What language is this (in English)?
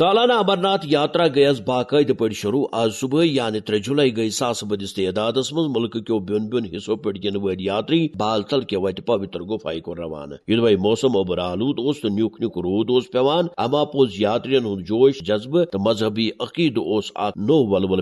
Kashmiri